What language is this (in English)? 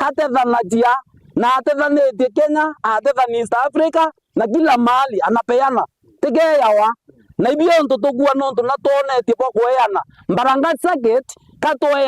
Meru